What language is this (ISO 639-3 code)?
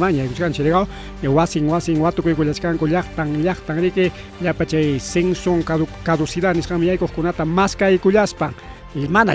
quy